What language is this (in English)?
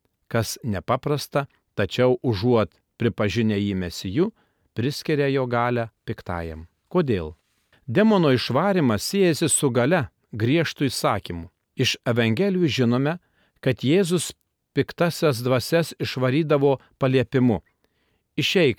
Lithuanian